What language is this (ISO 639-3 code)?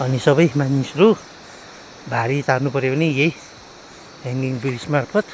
nep